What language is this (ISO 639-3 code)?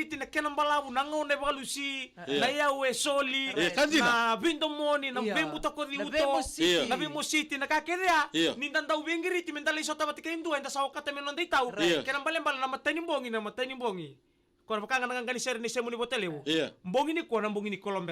fij